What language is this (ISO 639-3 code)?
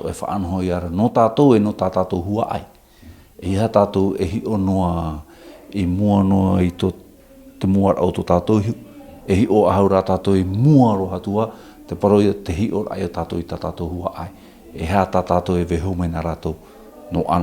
tah